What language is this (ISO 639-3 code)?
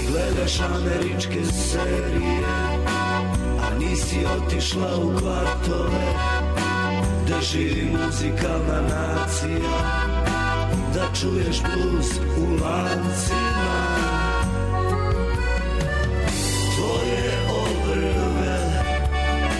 srp